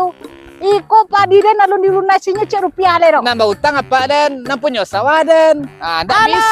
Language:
Minangkabau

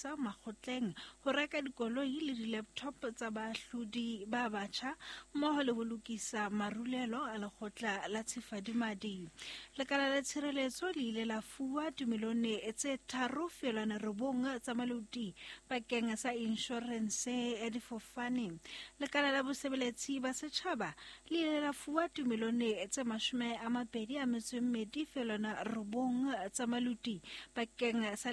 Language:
Southern Sotho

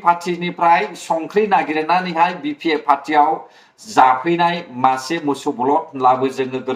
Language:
Bodo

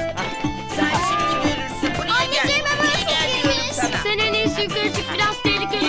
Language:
Turkish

